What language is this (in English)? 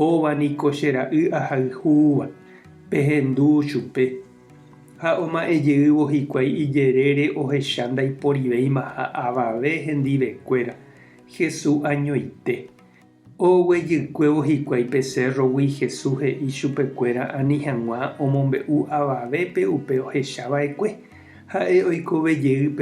Guarani